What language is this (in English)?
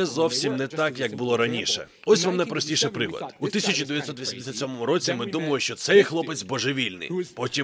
Ukrainian